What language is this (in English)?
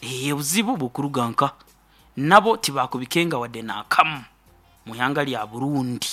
Nyoro